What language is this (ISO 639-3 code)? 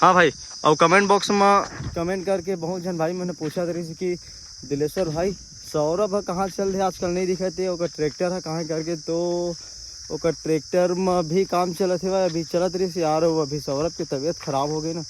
hne